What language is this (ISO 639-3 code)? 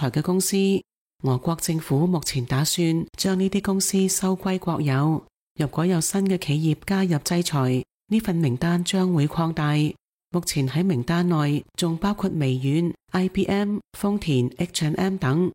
yue